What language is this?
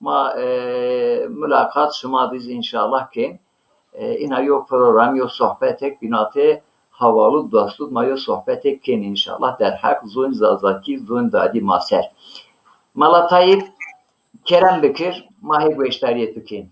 Zaza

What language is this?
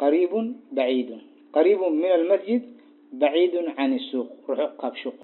Tigrinya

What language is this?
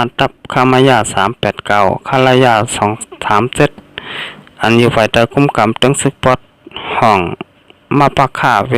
Shan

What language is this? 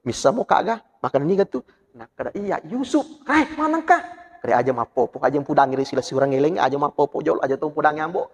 Buginese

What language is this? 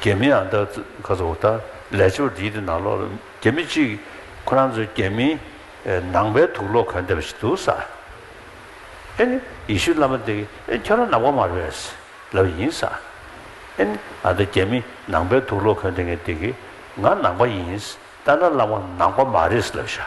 Tibetan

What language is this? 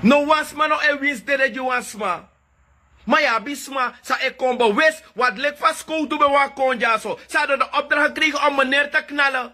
Sranan Tongo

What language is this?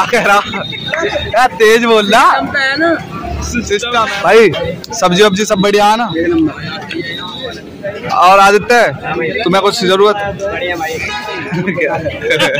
Hindi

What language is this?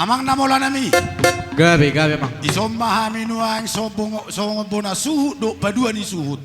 Batak Toba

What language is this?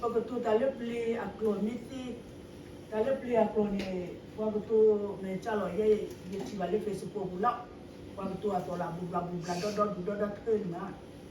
S'gaw Karen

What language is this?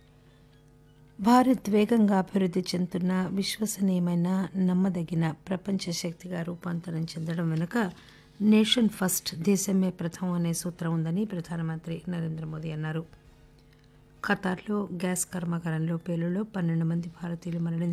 Telugu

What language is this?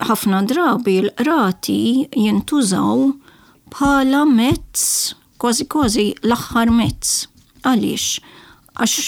Maltese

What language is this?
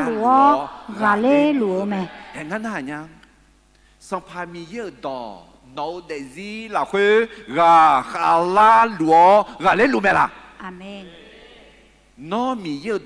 Akha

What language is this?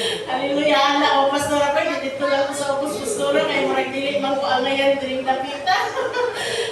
Cebuano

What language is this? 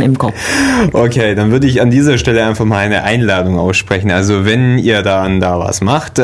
German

